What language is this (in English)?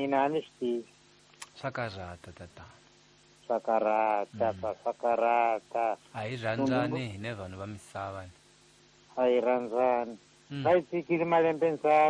Tsonga